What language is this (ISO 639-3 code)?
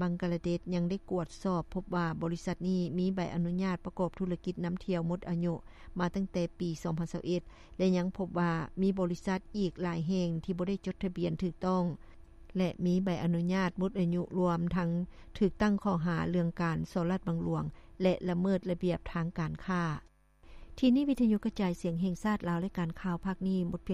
lao